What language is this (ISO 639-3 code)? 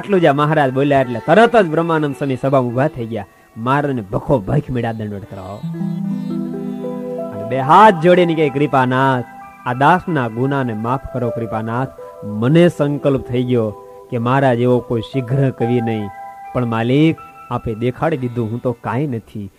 guj